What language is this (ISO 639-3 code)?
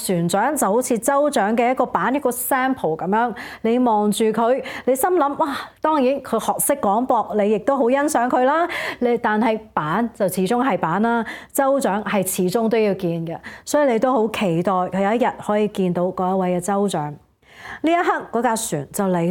yue